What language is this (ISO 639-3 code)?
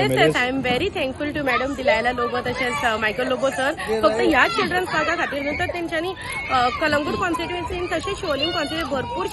kok